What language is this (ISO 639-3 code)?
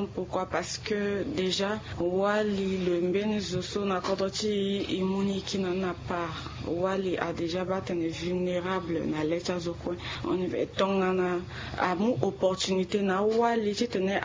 sag